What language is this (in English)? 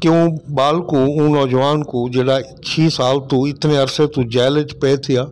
Saraiki